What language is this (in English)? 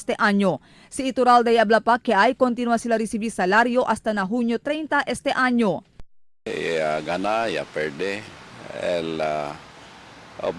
Chavacano